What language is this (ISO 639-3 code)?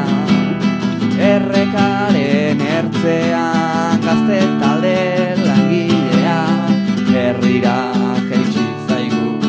eus